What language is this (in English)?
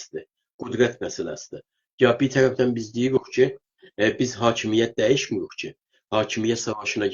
South Azerbaijani